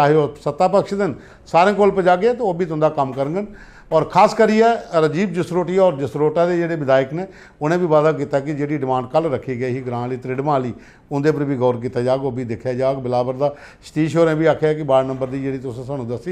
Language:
Dogri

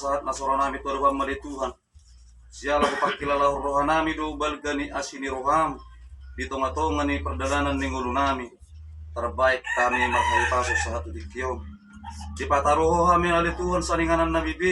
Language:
Batak Toba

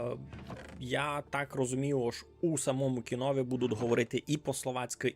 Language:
Rusyn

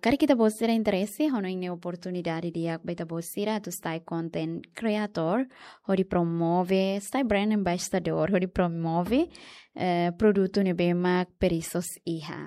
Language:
Tetum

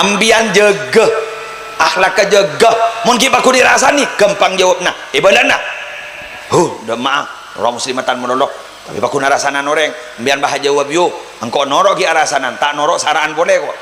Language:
Madurese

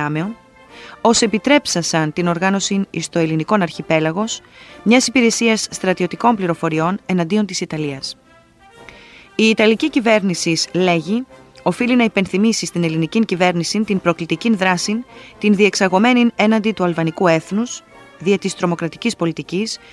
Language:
Greek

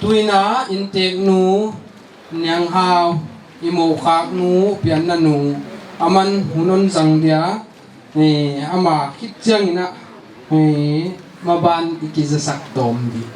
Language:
Paite Chin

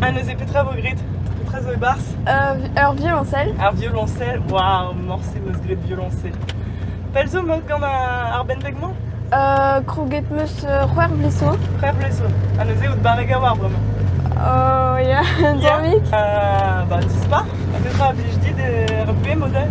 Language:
Breton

